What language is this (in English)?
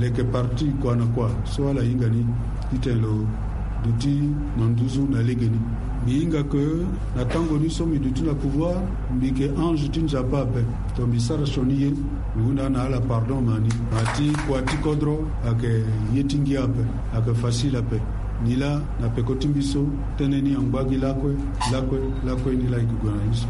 Sango